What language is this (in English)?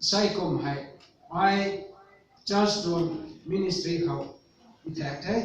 Rongmei Naga